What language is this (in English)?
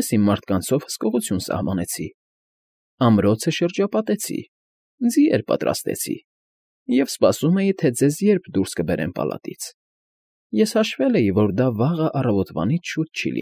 Armenian